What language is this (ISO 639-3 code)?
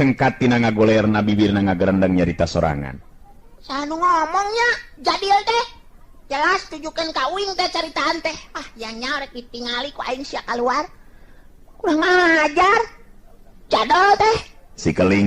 sun